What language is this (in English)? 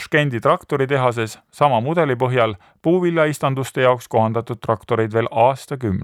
Estonian